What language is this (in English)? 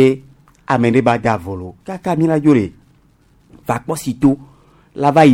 Gen